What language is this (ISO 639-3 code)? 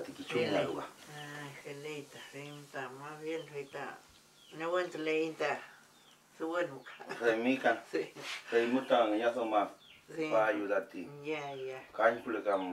arn